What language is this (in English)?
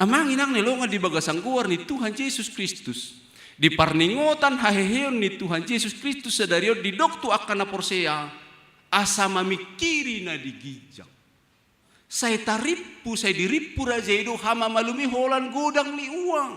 Batak Toba